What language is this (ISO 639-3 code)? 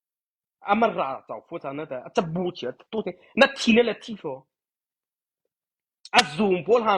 mrh